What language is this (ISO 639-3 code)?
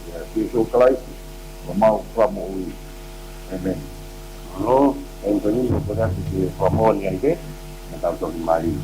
ton